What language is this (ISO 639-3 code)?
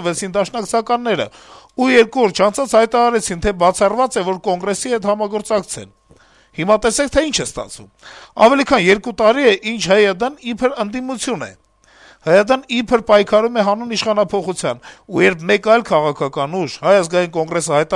hye